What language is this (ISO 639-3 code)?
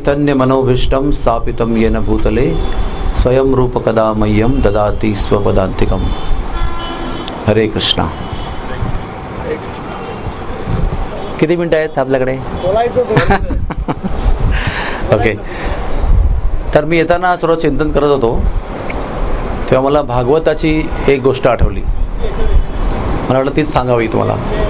mar